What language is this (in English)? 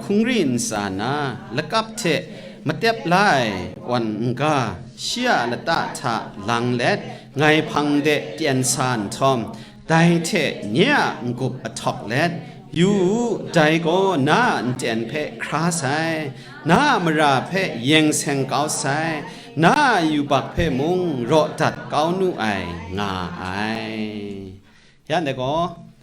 Kachin